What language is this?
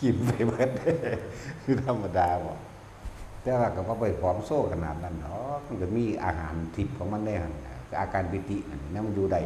Northeastern Thai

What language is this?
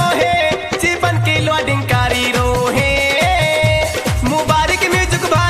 Bhojpuri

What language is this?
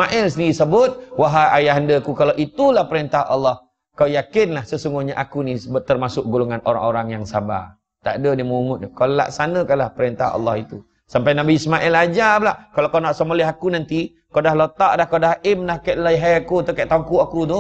Malay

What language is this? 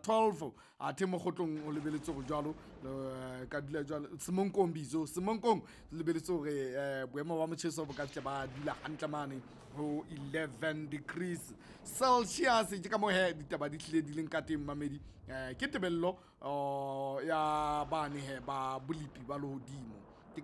Southern Sotho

